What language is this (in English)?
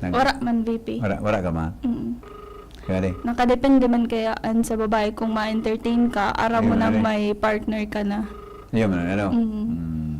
Bikol